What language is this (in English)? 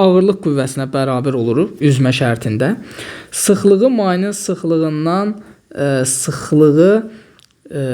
Azerbaijani